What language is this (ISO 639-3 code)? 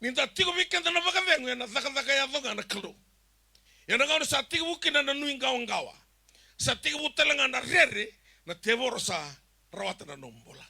fij